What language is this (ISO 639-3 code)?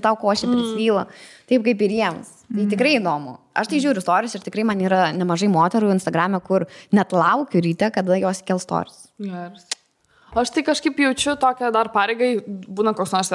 lit